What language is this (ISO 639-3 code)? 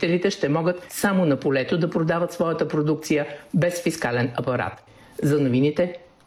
bul